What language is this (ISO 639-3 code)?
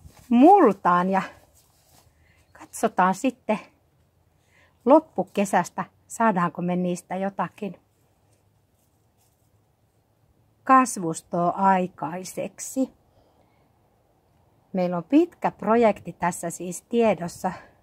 fin